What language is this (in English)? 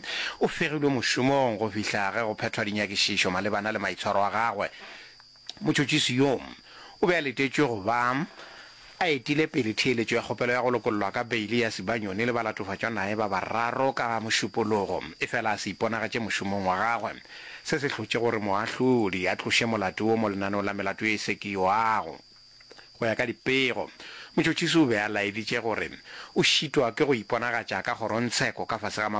Northern Sotho